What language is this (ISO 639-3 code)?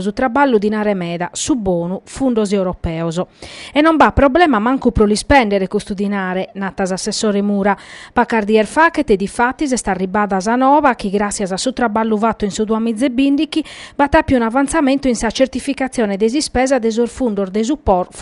srd